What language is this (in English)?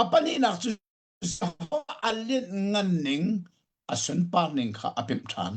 Hakha Chin